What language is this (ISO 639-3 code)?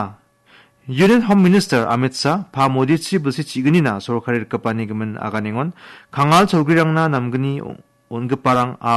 grt